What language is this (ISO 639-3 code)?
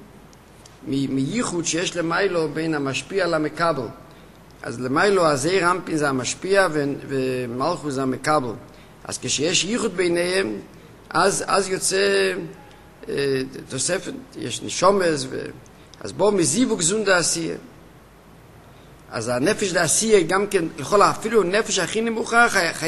heb